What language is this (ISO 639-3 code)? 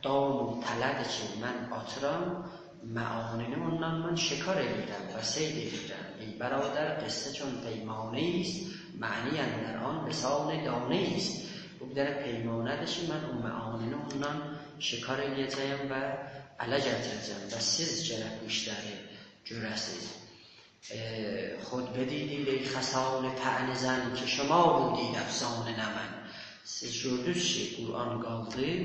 azb